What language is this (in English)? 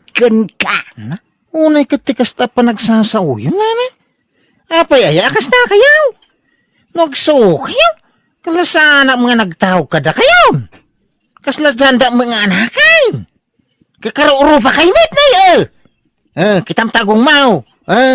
Iloko